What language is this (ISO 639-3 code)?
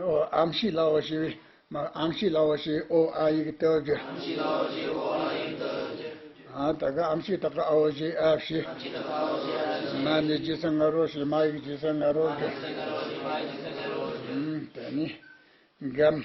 bod